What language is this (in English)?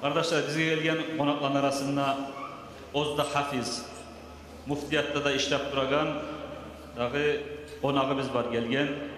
Kumyk